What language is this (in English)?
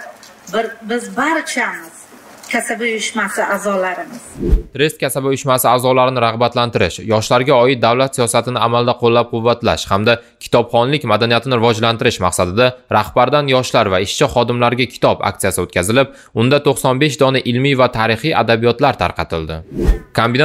Uzbek